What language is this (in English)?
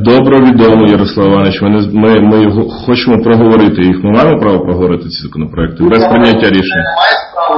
Ukrainian